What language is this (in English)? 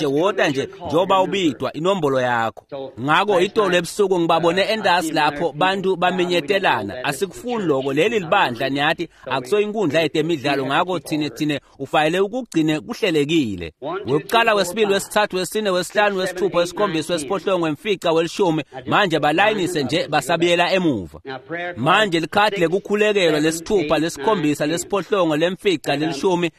Swati